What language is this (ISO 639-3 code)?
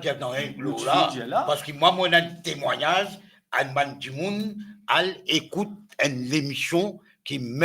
mfe